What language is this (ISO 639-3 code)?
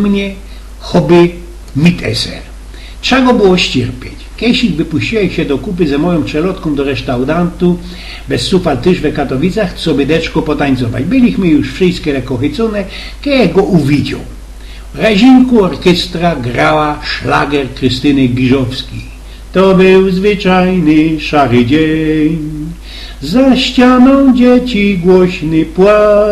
szl